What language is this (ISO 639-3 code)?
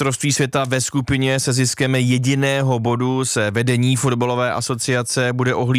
ces